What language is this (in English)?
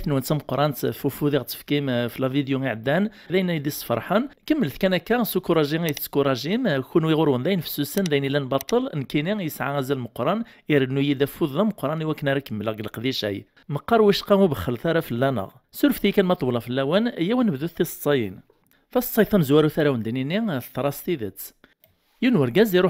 Kabyle